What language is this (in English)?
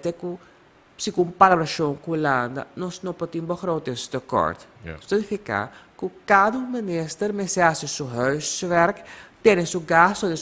Papiamento